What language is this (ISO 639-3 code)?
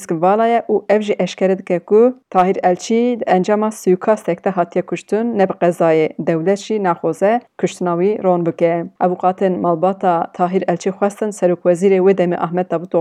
kur